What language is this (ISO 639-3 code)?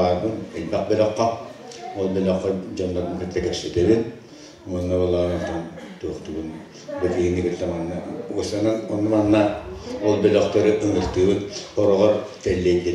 sah